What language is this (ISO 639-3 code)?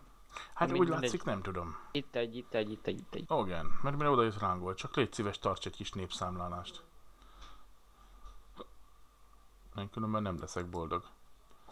hun